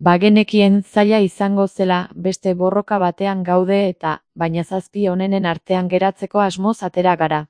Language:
Basque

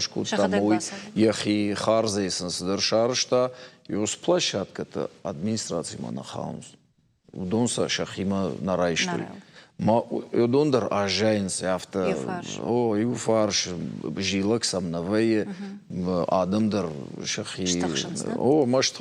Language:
Ossetic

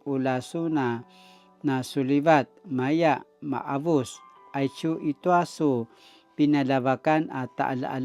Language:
Paiwan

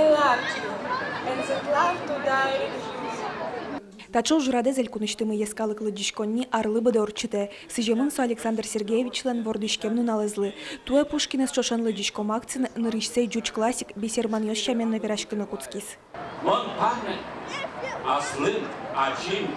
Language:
Udmurt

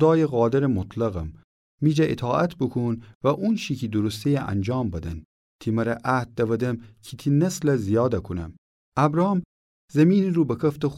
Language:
Gilaki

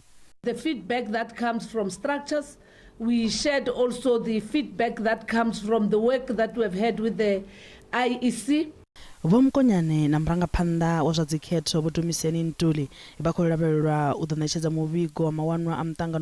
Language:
Venda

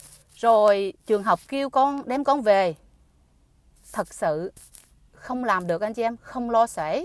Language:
Vietnamese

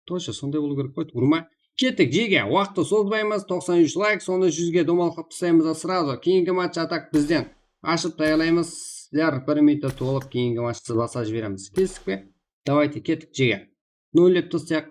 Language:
Kara-Kalpak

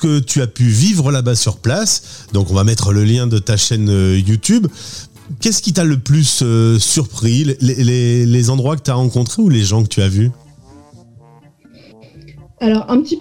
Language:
French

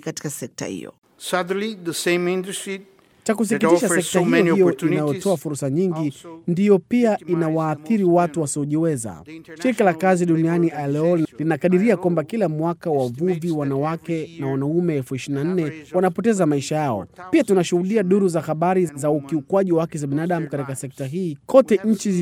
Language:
Swahili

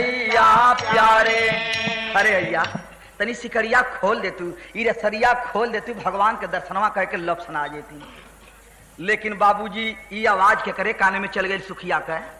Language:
Bhojpuri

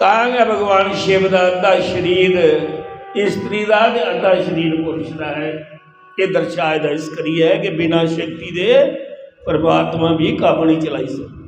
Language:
Dogri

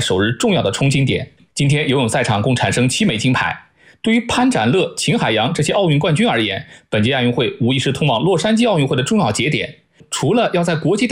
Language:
Chinese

